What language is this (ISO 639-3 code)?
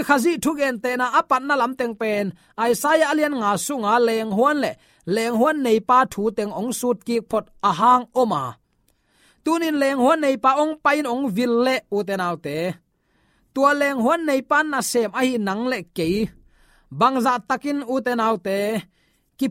ctd